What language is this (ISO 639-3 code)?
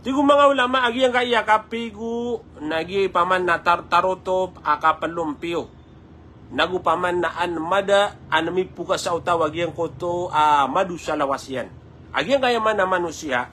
mrw